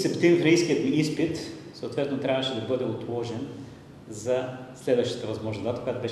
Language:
Bulgarian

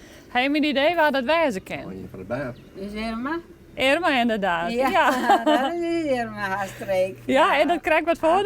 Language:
Western Frisian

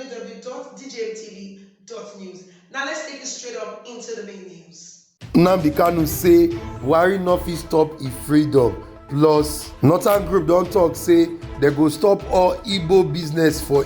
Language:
Nigerian Pidgin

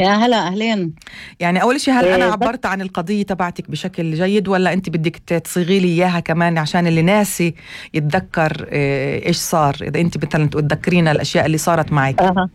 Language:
North Levantine Arabic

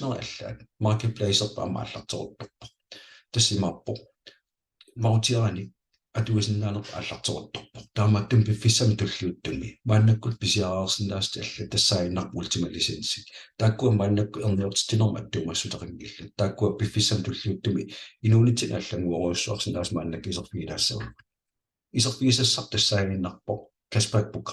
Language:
Kalaallisut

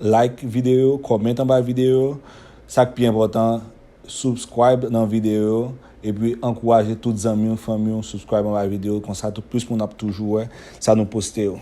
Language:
Haitian Creole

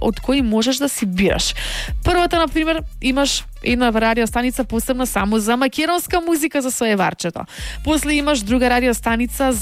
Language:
Macedonian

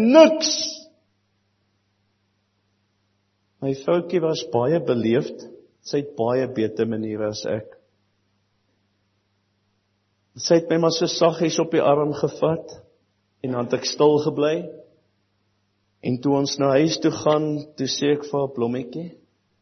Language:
Afrikaans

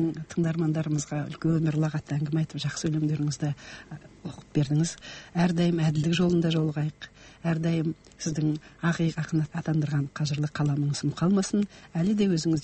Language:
Kazakh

